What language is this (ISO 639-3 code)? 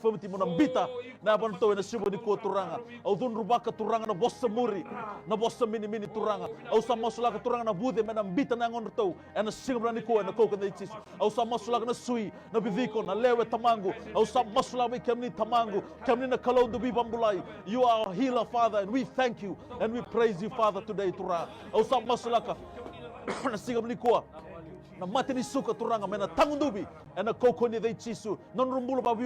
fij